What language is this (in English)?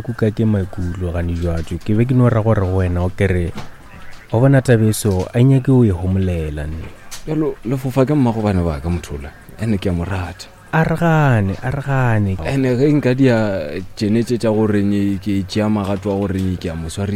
Northern Sotho